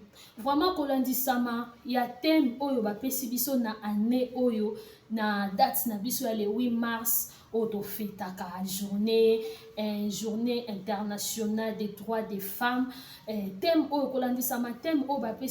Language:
Lingala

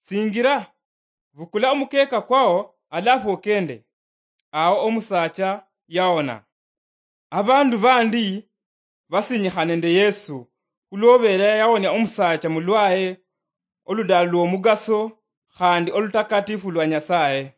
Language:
Luyia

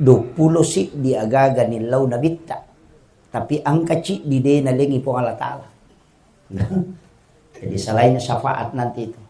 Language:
Buginese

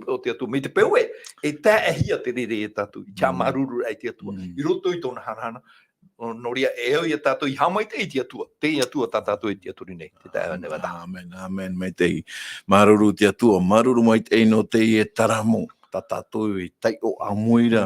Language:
Tahitian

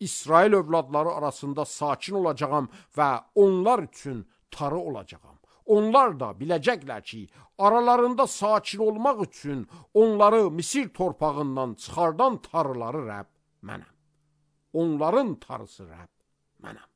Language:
Azerbaijani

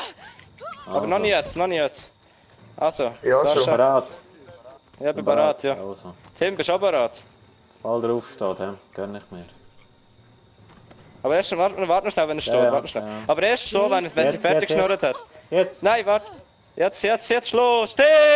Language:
German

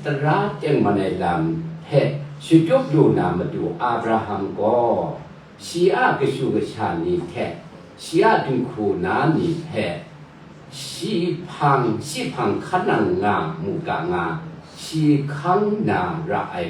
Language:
Kachin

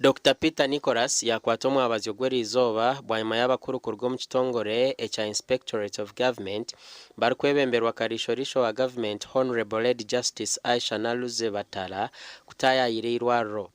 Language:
Nyankole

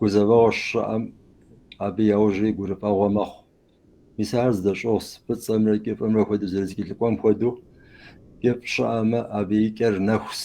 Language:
Kabardian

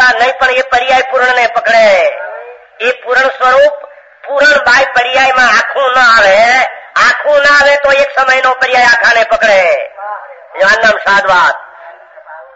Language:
Gujarati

